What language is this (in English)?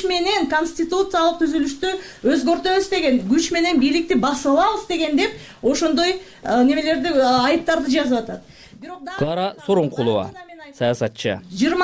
Kyrgyz